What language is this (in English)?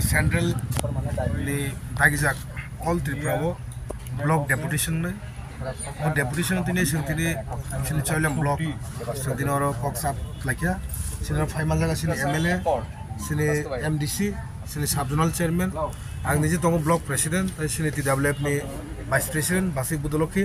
Kok Borok